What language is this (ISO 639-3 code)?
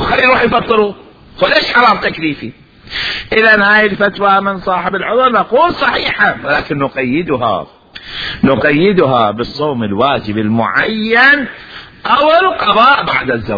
acm